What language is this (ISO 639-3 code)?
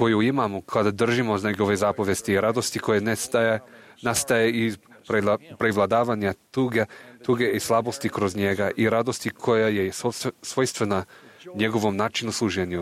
srp